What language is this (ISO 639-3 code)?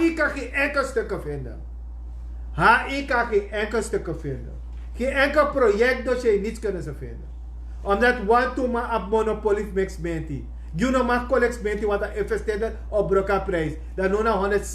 srn